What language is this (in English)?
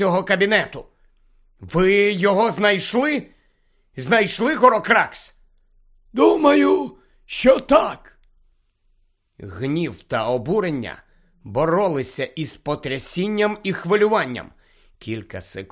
Ukrainian